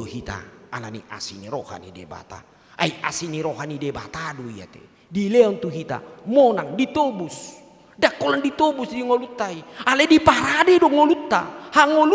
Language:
Batak Toba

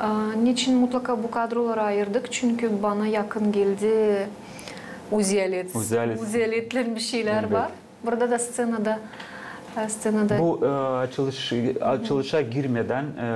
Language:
Gagauz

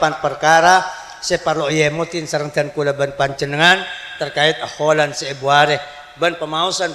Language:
Madurese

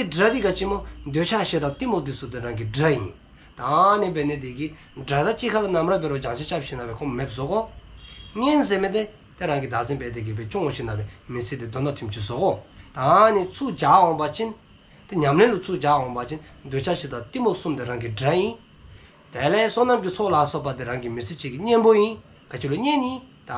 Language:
Dzongkha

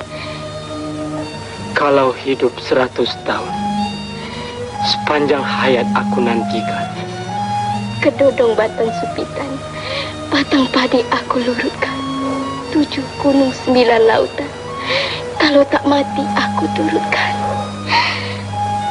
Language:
Malay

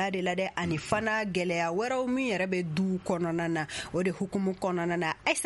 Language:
Bambara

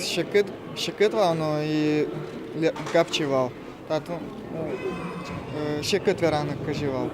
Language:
Udmurt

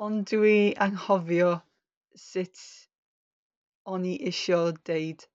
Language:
Welsh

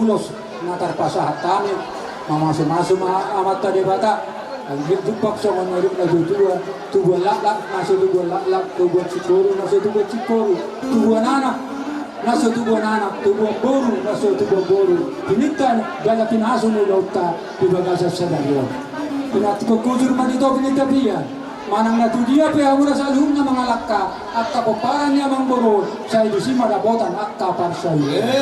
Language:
Batak Toba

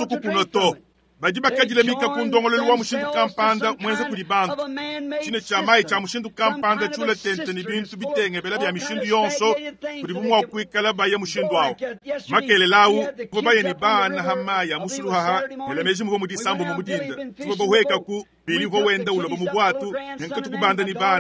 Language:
Luba-Lulua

